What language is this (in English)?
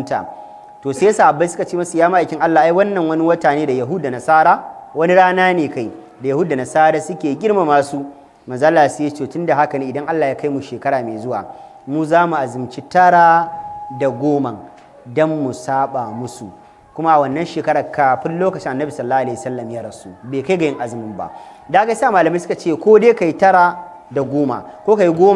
Hausa